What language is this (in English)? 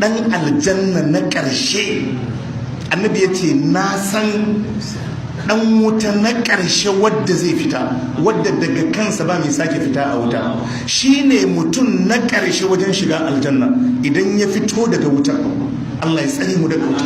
Hausa